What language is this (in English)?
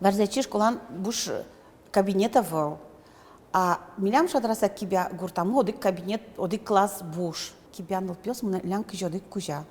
Udmurt